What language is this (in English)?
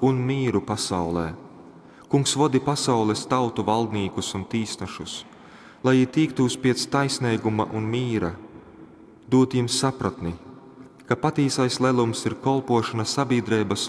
Latgalian